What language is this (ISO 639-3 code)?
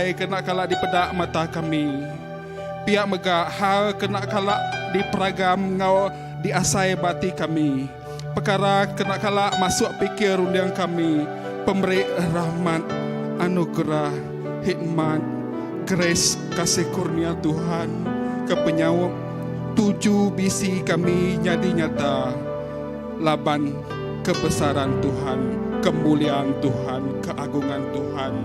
iba